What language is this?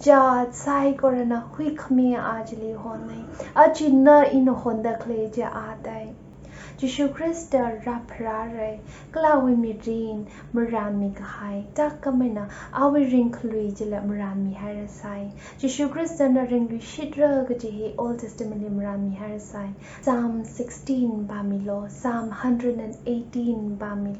Tangkhul Naga (India)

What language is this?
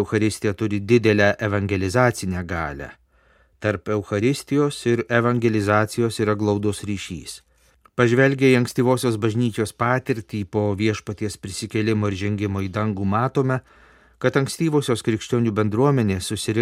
Lithuanian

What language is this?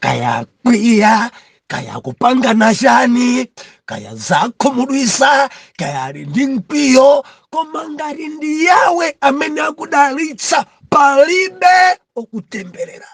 Nyanja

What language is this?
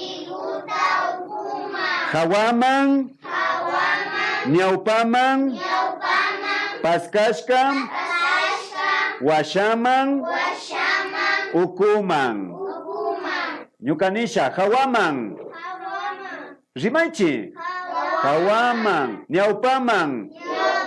Imbabura Highland Quichua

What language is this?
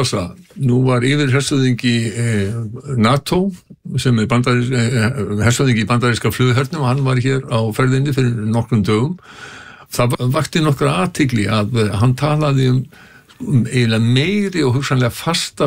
Icelandic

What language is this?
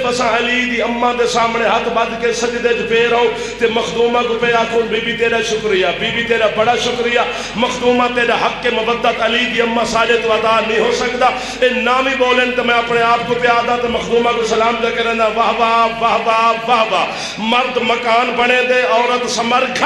Saraiki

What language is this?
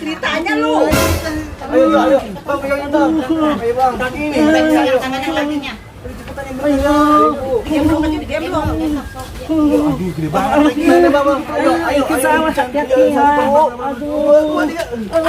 Betawi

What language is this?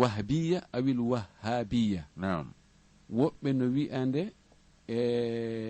Fula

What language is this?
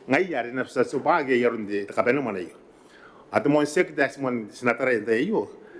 Gilbertese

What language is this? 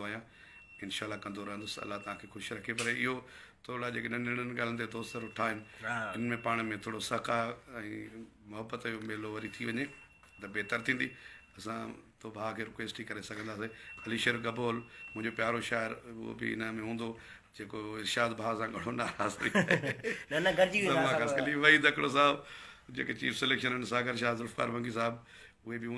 Sindhi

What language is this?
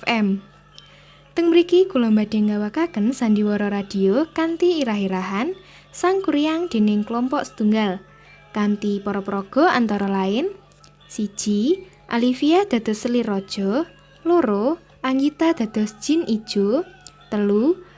Javanese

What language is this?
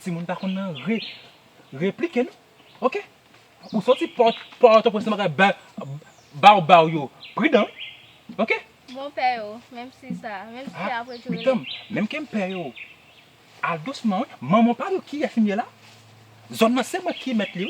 Haitian Creole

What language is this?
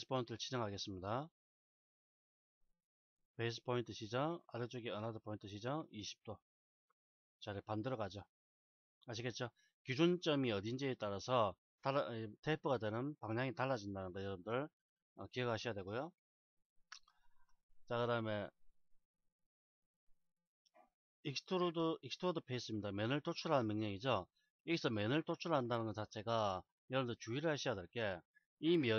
Korean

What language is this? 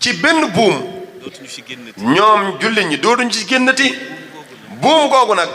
Wolof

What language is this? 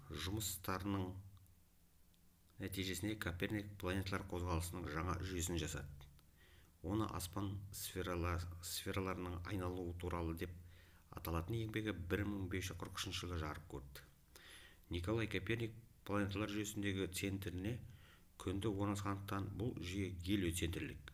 Kazakh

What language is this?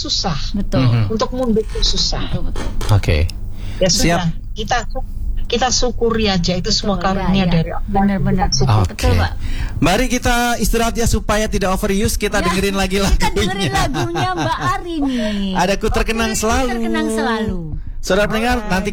Indonesian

